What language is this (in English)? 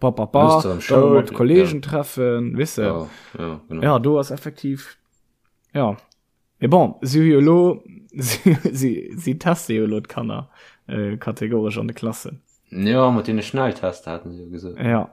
Luxembourgish